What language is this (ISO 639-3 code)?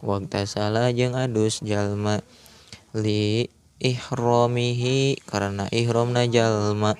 sun